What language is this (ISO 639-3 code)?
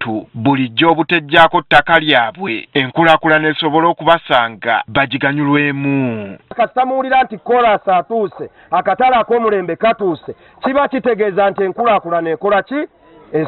lug